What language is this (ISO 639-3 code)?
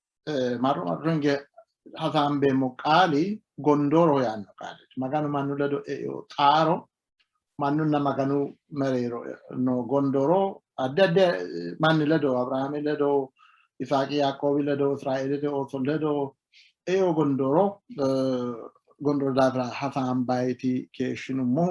sid